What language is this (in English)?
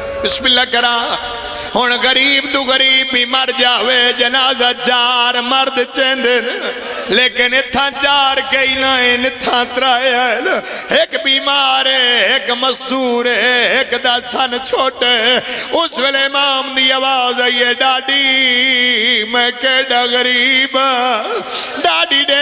Pahari-Potwari